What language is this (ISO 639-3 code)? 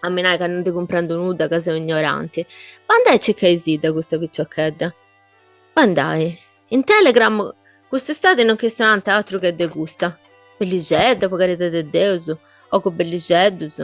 srd